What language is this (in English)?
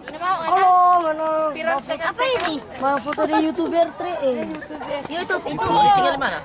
Manado Malay